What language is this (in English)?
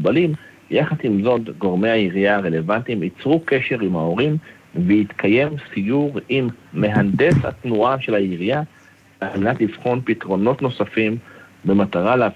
Hebrew